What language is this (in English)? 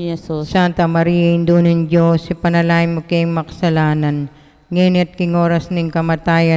Pampanga